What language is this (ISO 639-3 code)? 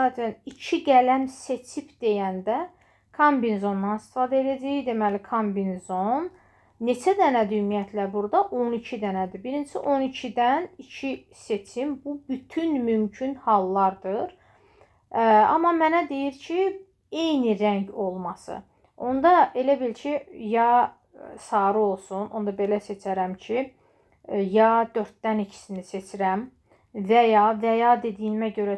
aze